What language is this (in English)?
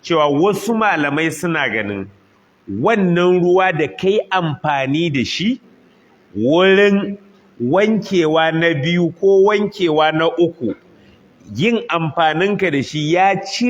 Hausa